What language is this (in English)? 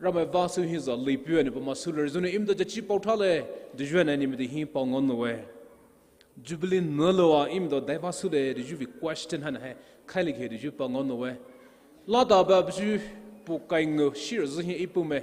Poumei Naga